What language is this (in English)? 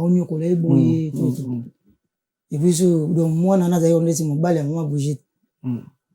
Lingala